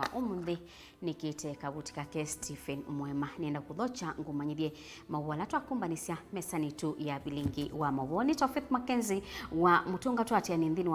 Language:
Kamba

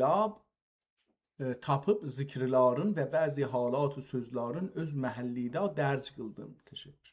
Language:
South Azerbaijani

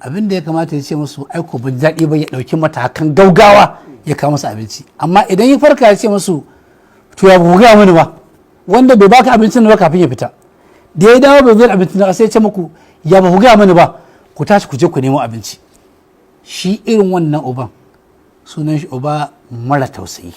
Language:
Hausa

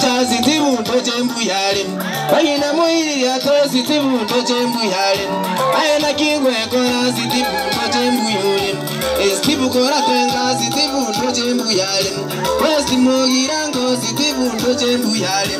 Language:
Gusii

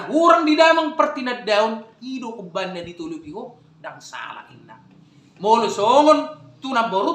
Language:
Batak Toba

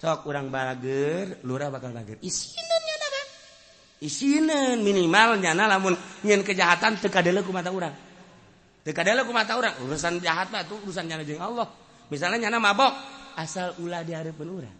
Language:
Sundanese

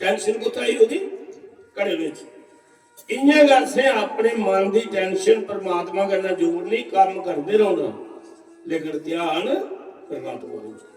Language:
Dogri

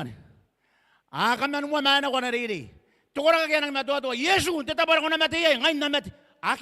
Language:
Gilbertese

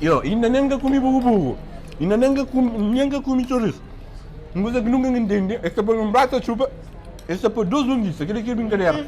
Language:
Kabuverdianu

